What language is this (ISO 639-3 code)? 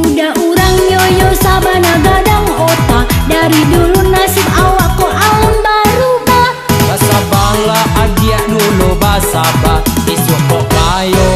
min